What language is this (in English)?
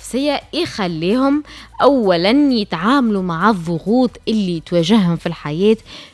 Tunisian Arabic